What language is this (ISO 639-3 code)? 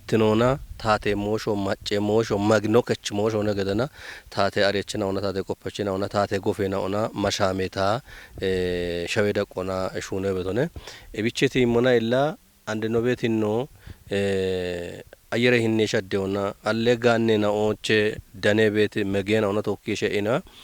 kbr